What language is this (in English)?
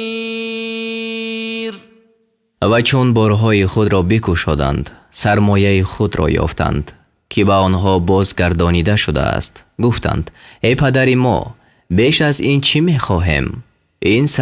Tajik